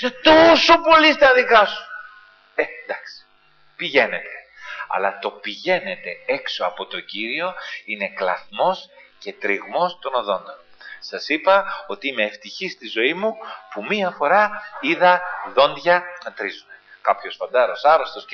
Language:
Greek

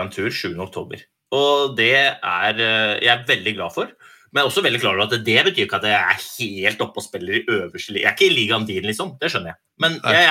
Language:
Norwegian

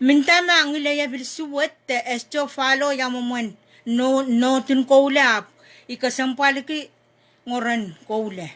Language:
Pohnpeian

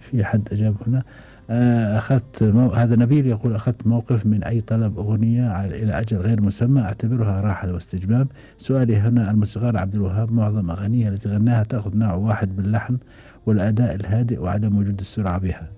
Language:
Gulf Arabic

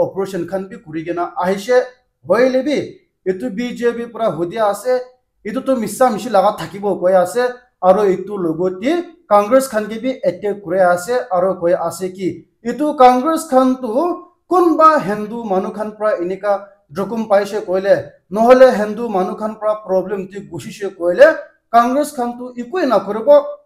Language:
Naga Pidgin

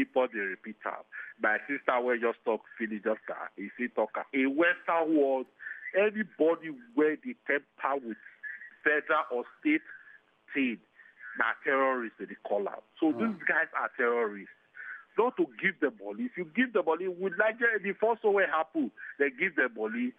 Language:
Nigerian Pidgin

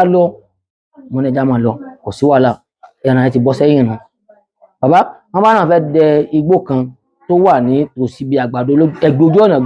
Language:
Yoruba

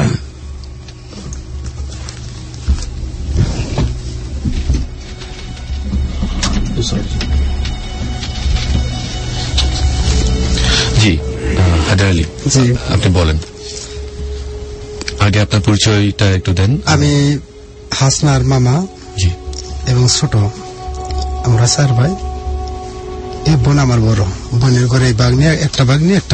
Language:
Bangla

